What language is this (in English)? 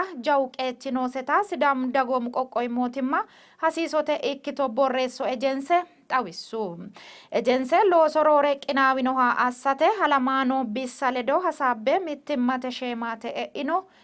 Sidamo